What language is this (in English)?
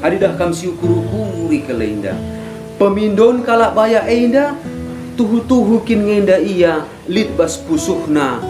Batak Karo